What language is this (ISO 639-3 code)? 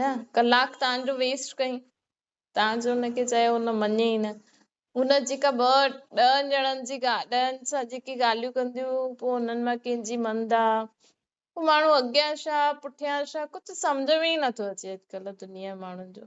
snd